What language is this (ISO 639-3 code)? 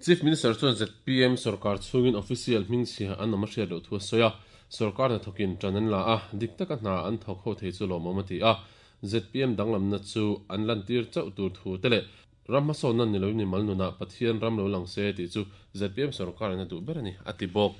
lus